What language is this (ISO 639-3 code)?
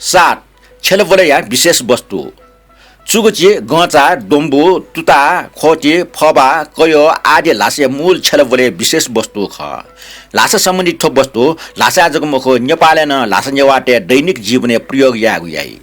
new